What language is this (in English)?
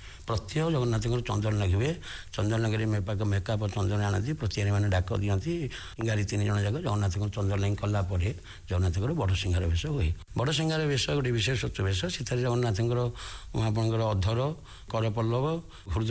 Odia